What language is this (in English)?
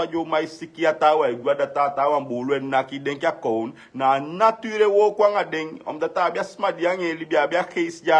Sranan Tongo